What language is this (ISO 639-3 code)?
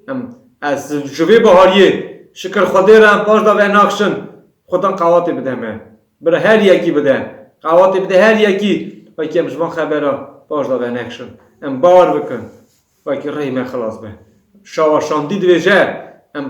kur